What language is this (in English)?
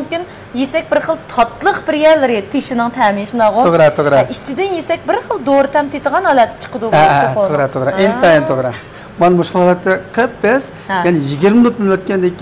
Uyghur